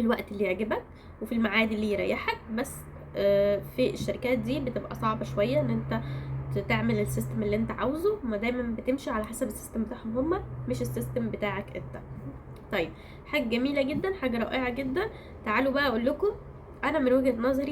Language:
Egyptian Arabic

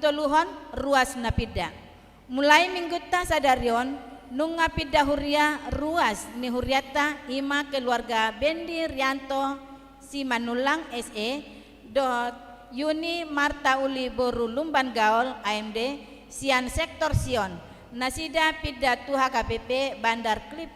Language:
Batak Toba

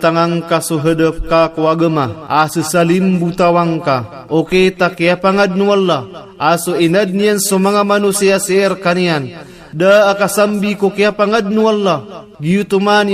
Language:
Maranao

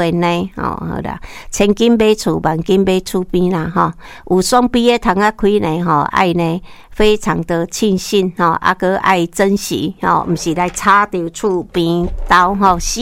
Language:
Min Nan Chinese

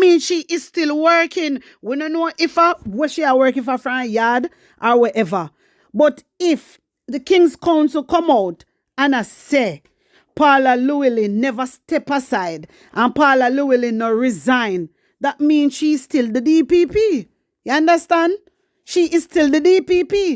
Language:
Jamaican Creole English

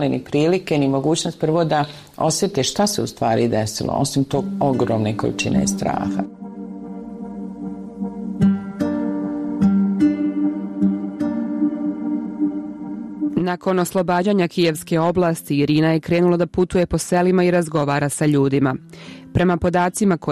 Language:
Bosnian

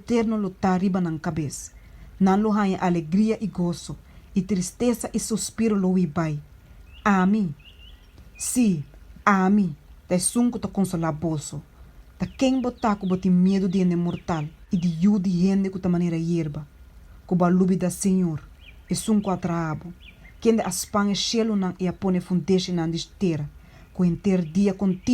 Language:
Papiamento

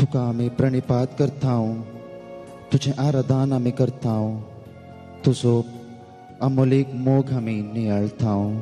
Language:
Konkani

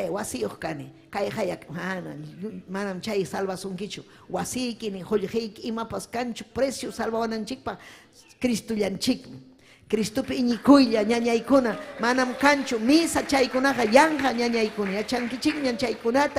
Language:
Ayacucho Quechua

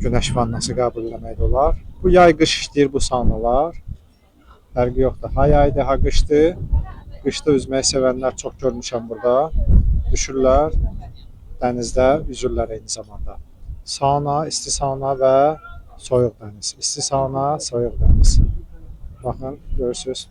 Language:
Azerbaijani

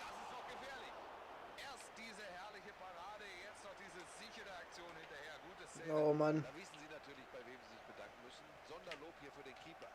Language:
Bavarian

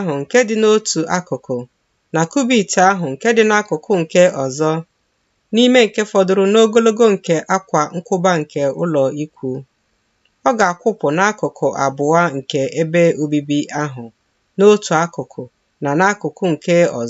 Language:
Igbo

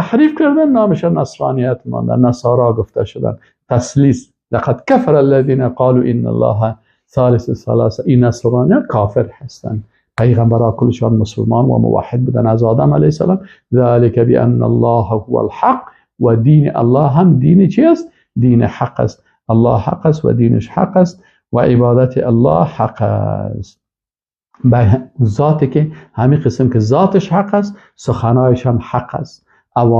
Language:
Persian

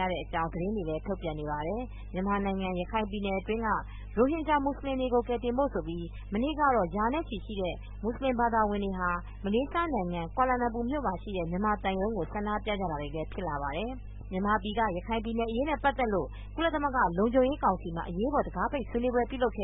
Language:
Burmese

